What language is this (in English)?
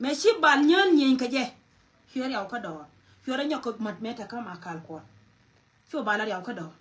Nuer